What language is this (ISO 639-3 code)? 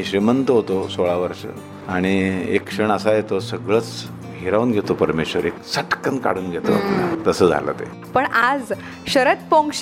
mar